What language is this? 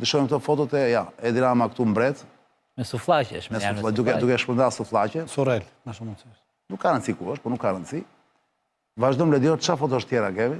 Albanian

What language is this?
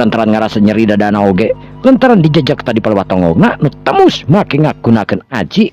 Sundanese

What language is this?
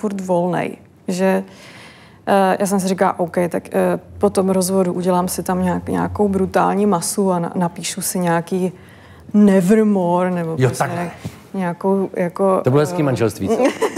Czech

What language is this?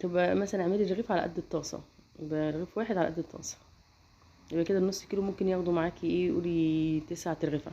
Egyptian Arabic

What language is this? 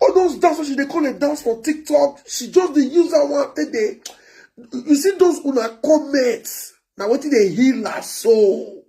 Nigerian Pidgin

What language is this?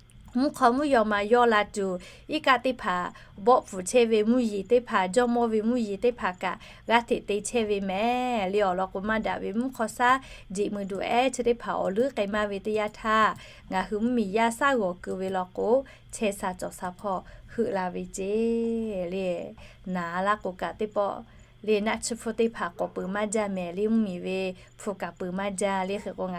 Lahu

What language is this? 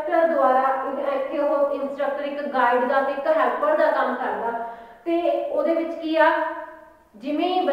Punjabi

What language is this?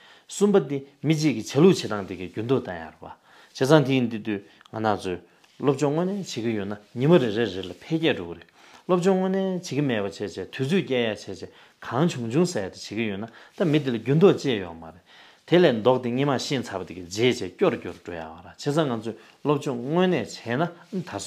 Tibetan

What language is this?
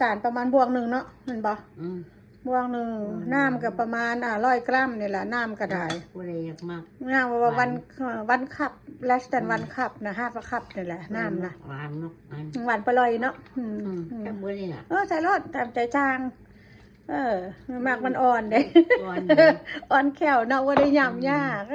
Lao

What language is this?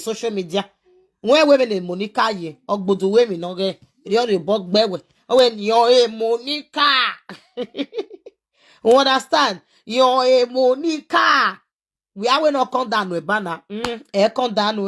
Nigerian Pidgin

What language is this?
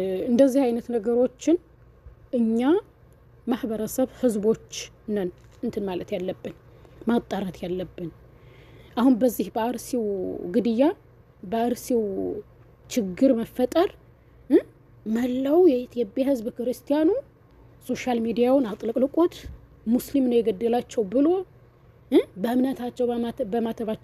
Amharic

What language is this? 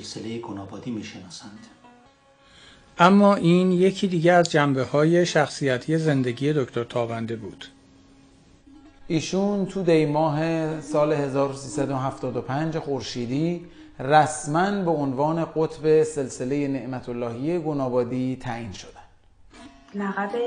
Persian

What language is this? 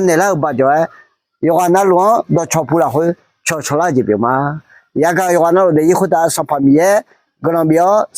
Akha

